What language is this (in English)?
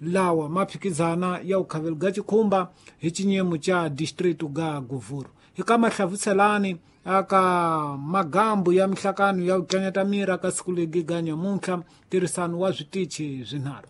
Tsonga